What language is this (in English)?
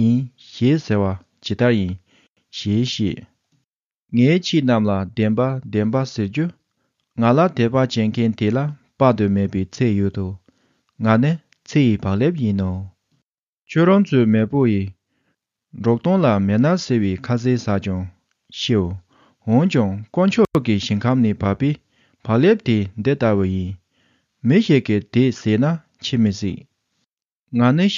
Tibetan